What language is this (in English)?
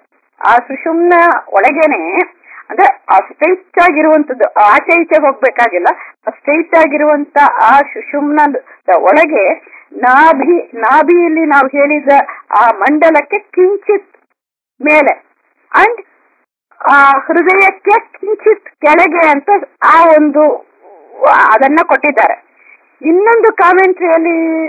Kannada